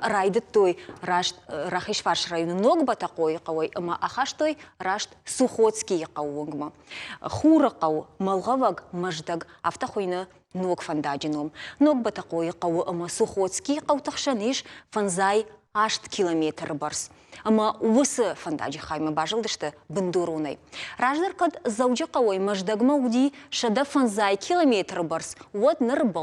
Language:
Ossetic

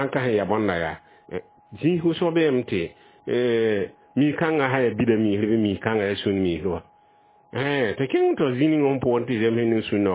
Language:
Mossi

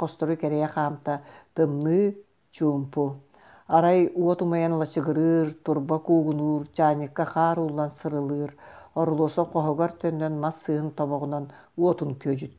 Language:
Yakut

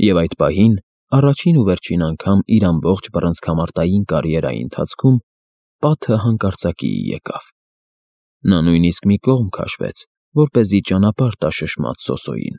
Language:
Armenian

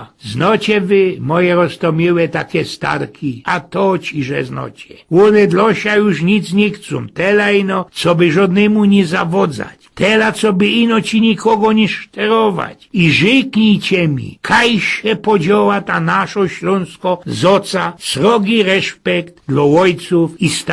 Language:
Silesian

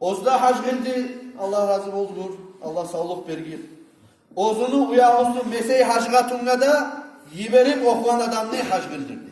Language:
Kumyk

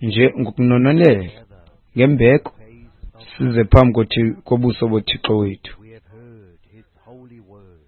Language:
Xhosa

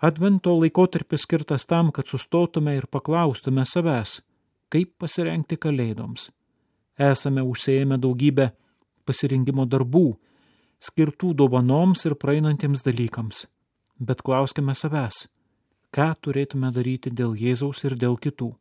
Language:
Lithuanian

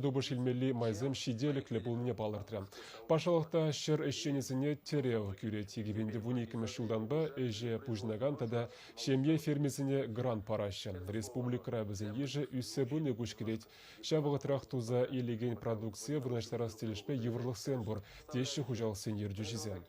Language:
Chuvash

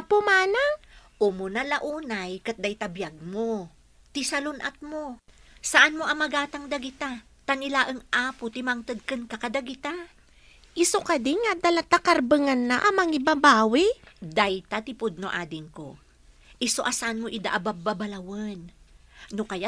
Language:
Iloko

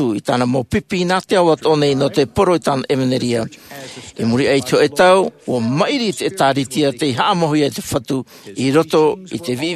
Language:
Tahitian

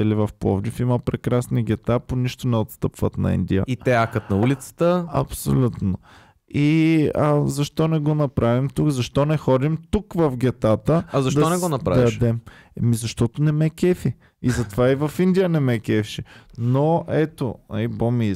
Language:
Bulgarian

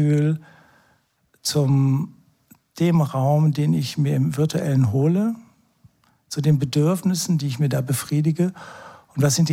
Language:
German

